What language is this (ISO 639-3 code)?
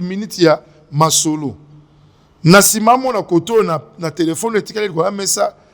lin